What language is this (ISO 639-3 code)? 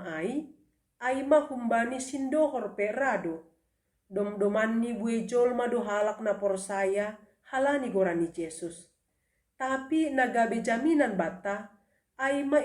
bts